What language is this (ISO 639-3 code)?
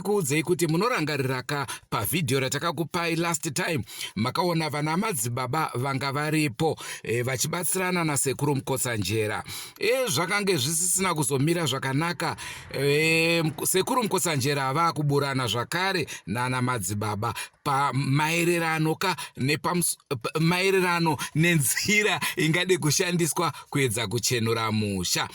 sna